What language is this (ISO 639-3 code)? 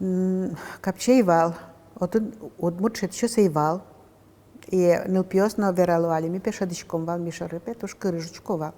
udm